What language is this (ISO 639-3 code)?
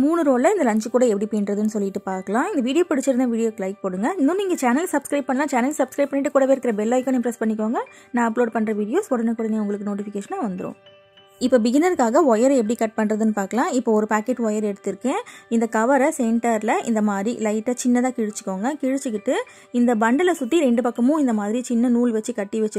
tam